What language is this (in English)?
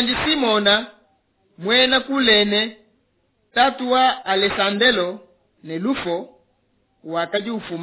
Luba-Lulua